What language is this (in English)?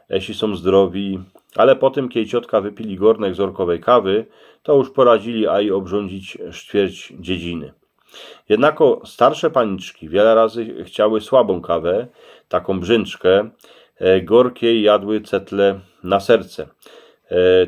Silesian